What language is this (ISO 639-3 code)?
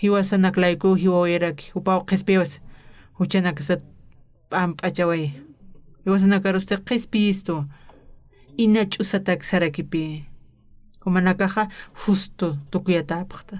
aym